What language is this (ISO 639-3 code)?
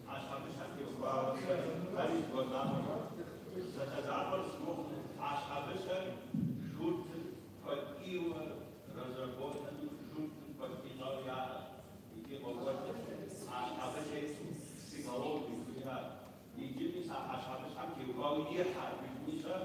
kbd